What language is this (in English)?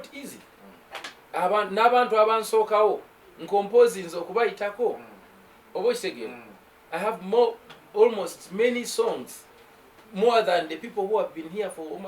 Ganda